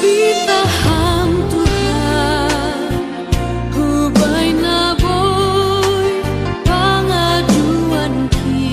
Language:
Batak Simalungun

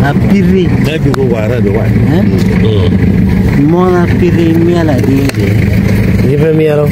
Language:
Acoli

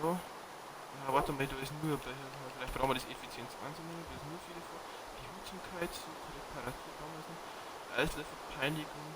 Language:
Bavarian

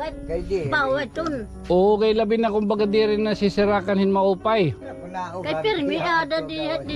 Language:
Waray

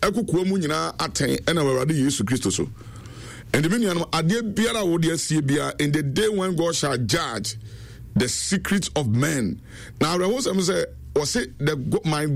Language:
Akan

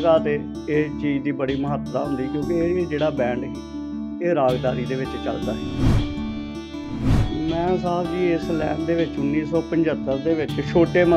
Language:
Punjabi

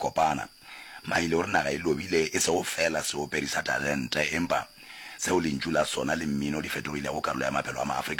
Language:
Northern Sotho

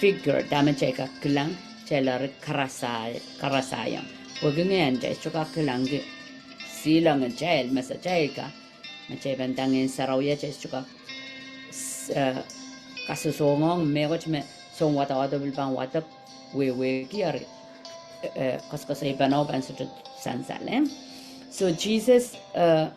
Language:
Pohnpeian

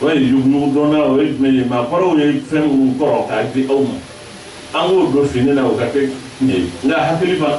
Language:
Bambara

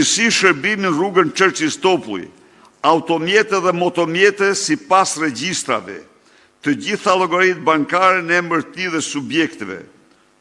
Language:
Albanian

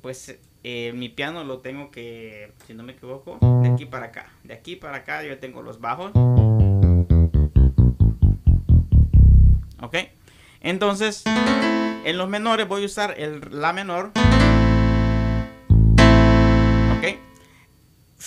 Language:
Spanish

